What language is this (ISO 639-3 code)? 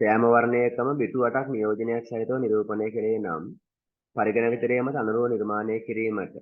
sin